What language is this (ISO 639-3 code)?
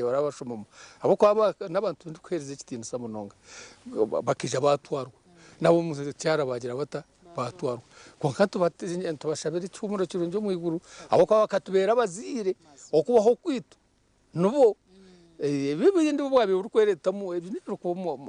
nyn